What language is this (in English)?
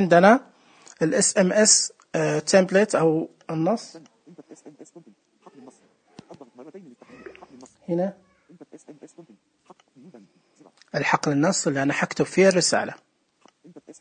Najdi Arabic